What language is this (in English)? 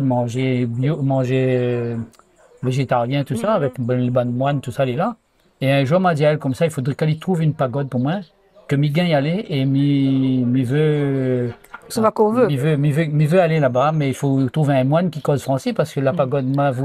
Réunion Creole French